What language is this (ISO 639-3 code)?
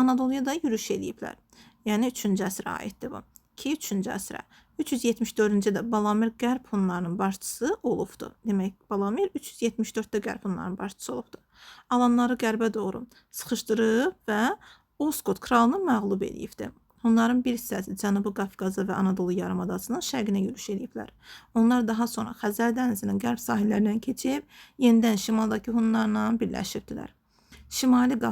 aze